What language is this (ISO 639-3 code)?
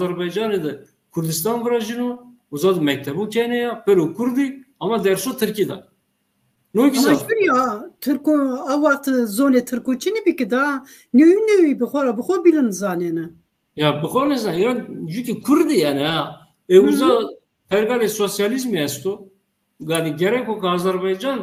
zza